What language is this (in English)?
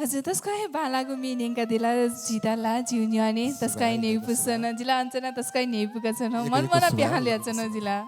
Newari